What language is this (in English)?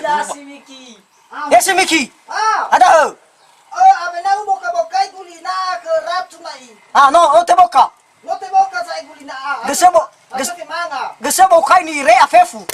Nias